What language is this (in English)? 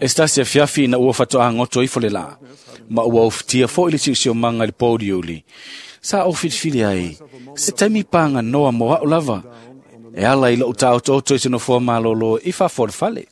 Samoan